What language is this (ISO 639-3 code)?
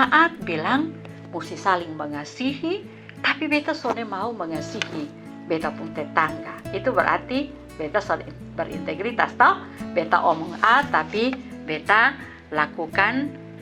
mkn